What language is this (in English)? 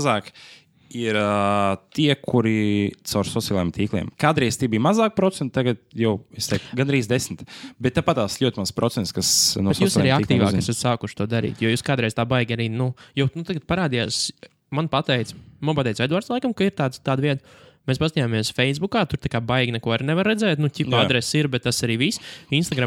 Latvian